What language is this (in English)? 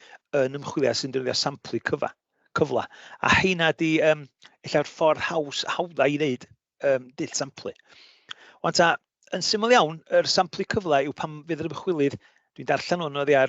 Welsh